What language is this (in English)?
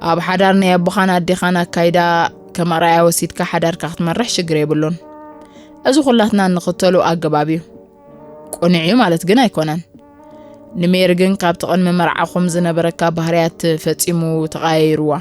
Tigrinya